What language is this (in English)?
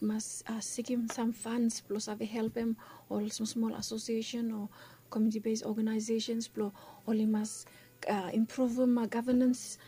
Bislama